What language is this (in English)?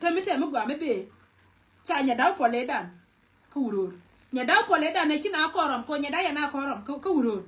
Nuer